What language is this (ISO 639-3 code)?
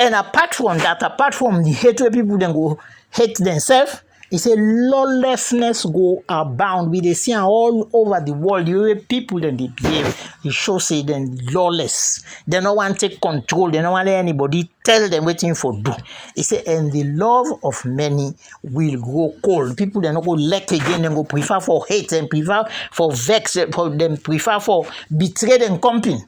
kri